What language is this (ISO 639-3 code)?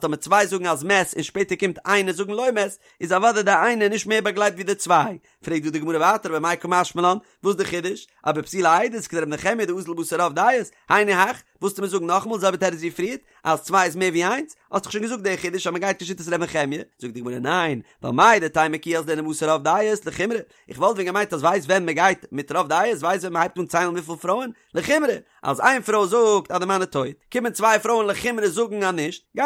yid